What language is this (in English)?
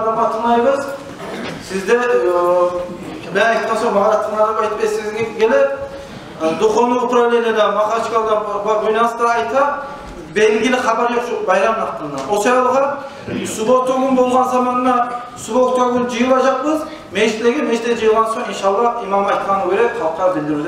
Kumyk